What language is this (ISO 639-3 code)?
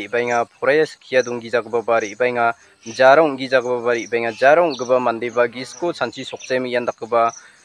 grt